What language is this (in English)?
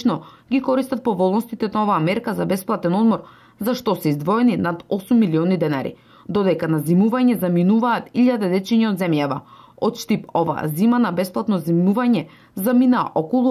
Macedonian